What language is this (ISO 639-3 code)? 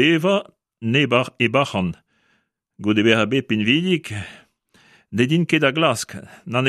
bre